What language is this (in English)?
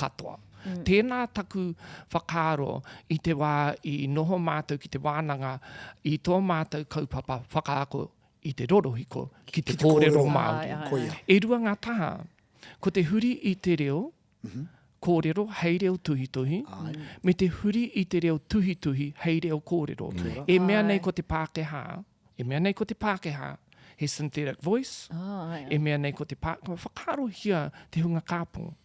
Māori